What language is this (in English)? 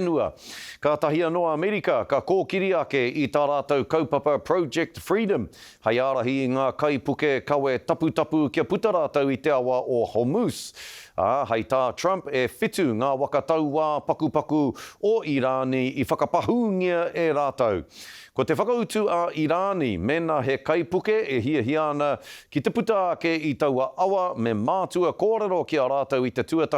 Māori